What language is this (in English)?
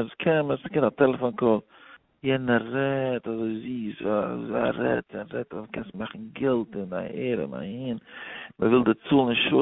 Yiddish